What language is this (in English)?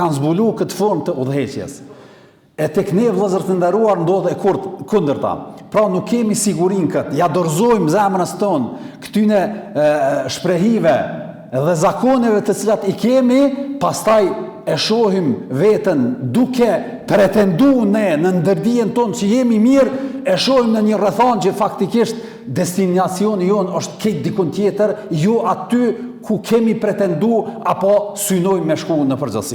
Albanian